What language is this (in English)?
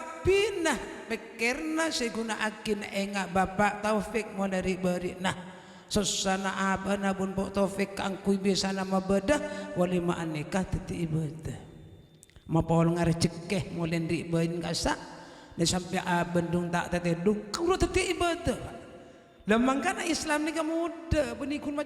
Madurese